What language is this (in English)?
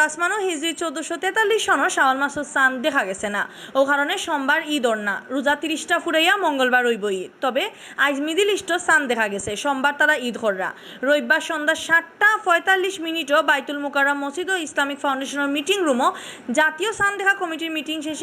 Sylheti